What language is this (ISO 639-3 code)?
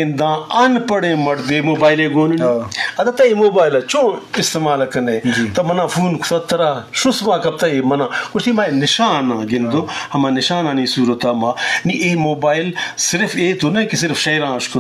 bgp